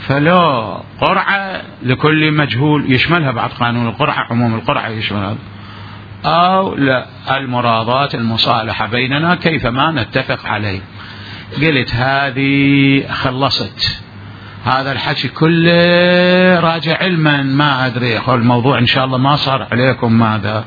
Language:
Mesopotamian Arabic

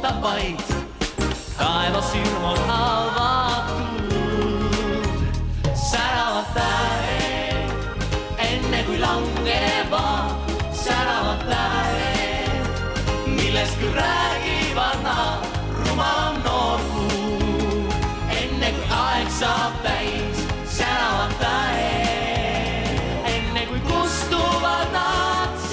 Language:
Estonian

